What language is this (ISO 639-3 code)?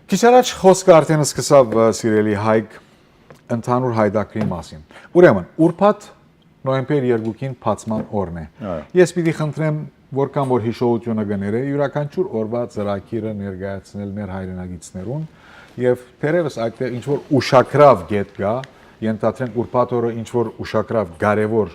hyw